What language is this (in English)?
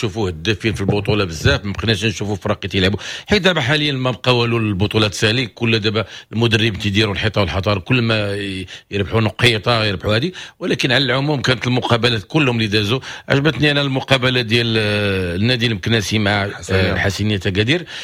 Moroccan Arabic